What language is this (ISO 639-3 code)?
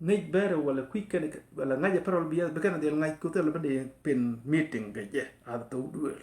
nus